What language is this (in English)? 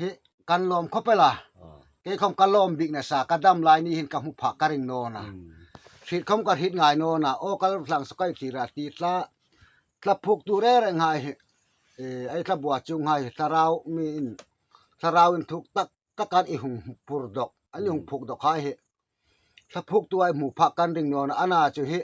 Hmar